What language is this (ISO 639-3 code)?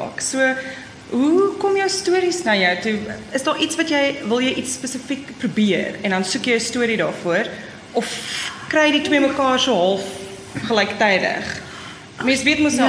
afr